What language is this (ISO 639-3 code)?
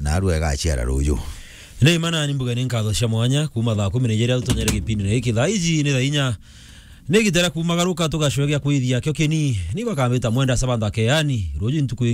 mer